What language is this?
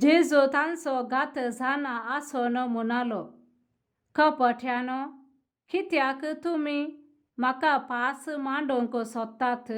Konkani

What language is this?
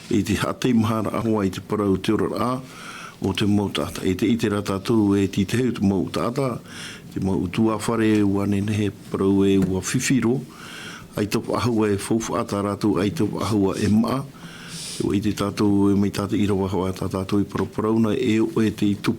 Tahitian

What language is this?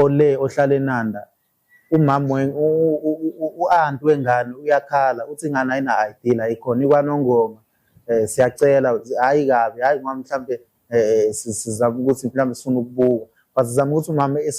Zulu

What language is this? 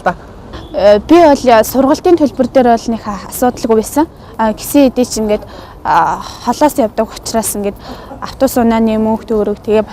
Mongolian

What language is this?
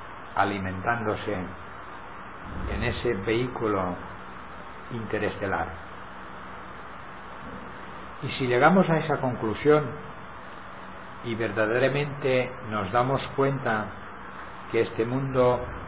Spanish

